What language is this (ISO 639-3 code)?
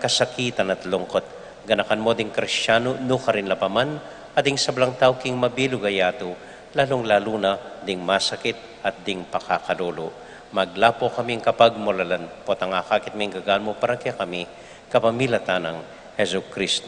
pam